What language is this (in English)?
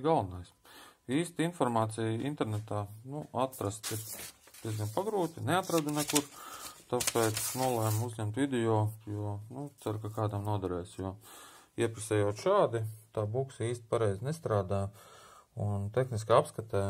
Latvian